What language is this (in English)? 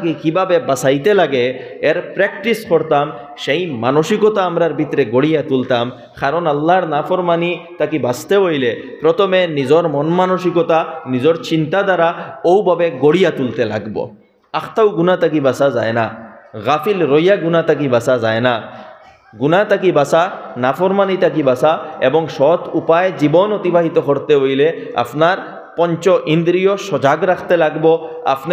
Sylheti